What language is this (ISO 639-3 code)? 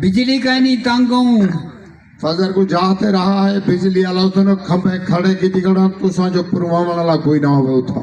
skr